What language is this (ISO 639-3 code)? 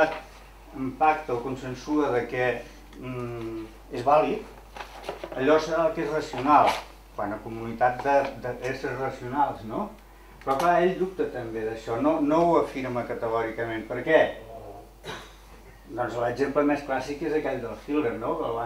cat